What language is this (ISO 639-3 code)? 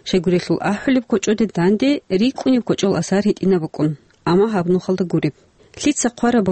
ava